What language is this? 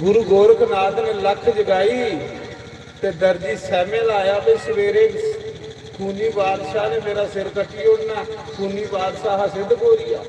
Dogri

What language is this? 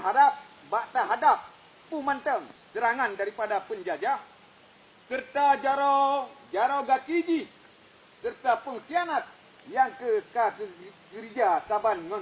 Achinese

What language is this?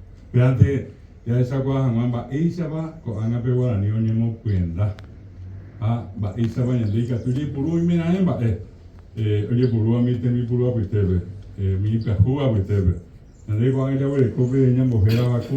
Guarani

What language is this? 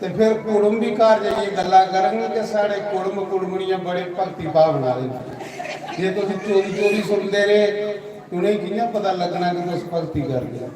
Dogri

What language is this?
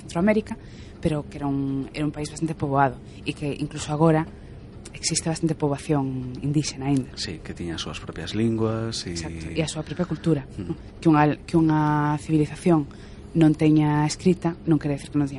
Galician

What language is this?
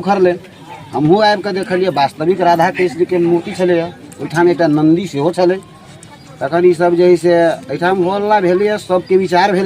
Maithili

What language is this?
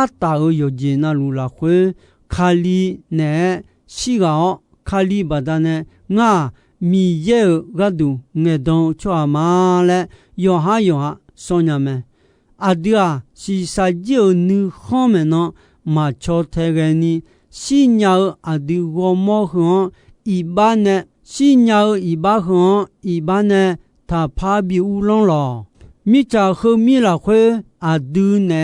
Akha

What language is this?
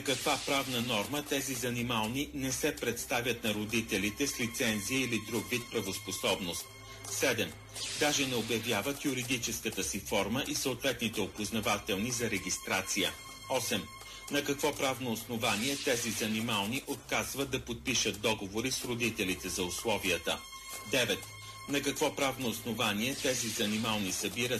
Bulgarian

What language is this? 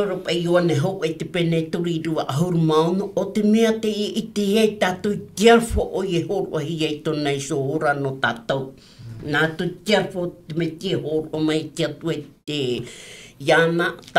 Tahitian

